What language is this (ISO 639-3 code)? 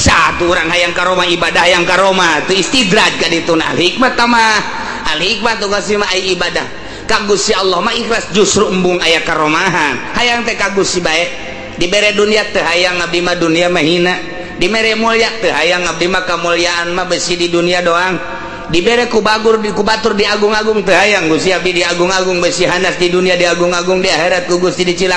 sun